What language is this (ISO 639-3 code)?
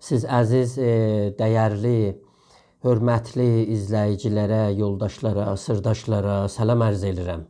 azb